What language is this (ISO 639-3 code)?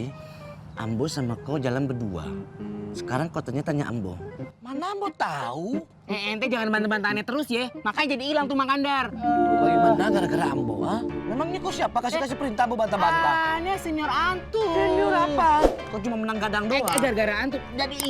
bew